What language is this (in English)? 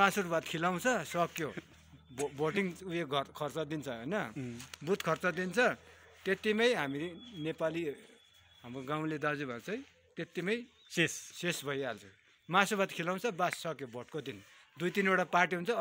Nepali